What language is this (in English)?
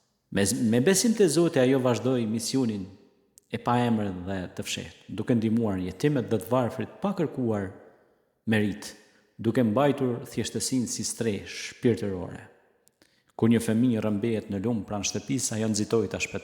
Albanian